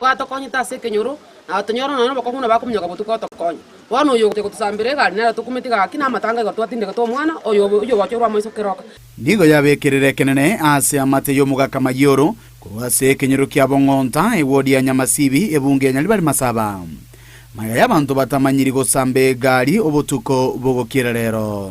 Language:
Gusii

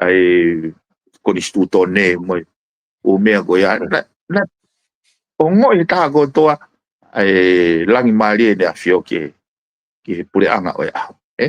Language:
Tongan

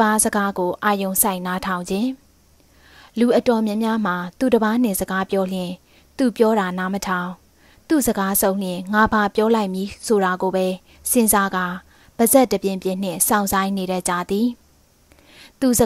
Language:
Burmese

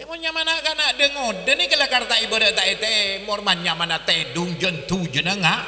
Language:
Madurese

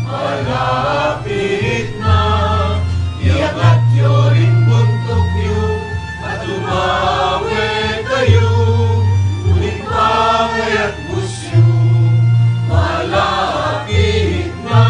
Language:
Pampanga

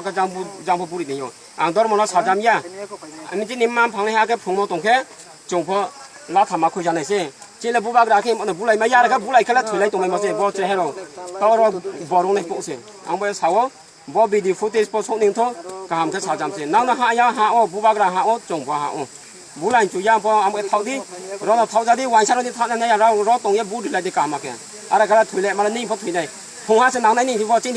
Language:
Kok Borok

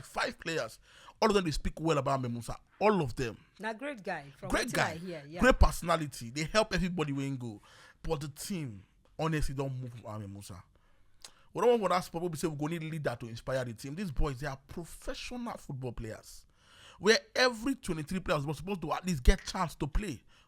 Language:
Nigerian Pidgin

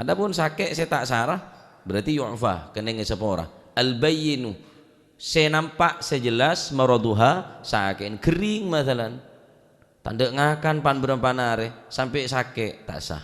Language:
Madurese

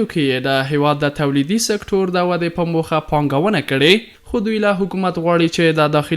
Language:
Pashto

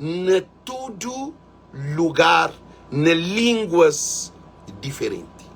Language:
Kabuverdianu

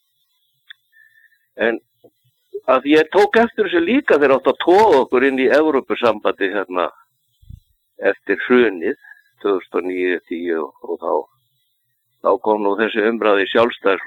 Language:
Icelandic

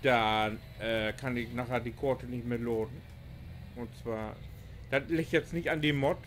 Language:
Low German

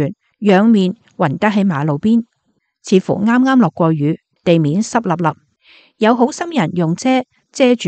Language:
Cantonese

